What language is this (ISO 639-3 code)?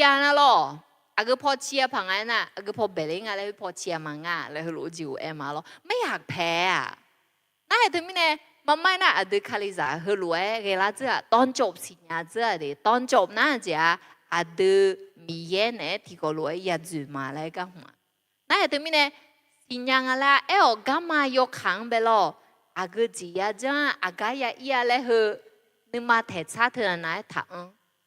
ahk